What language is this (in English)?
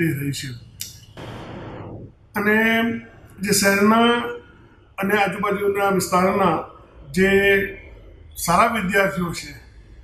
Gujarati